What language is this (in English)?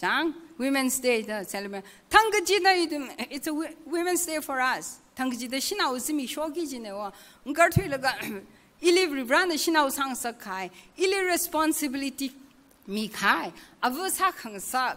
Tangkhul Naga (India)